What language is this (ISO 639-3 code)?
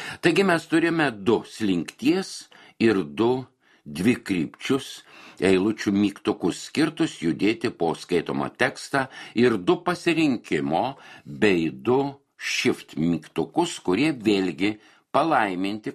lit